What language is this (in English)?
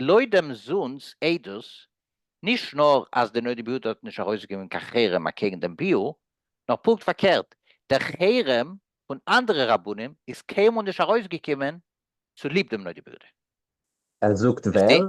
Yiddish